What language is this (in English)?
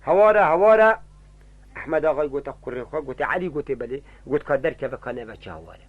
Kurdish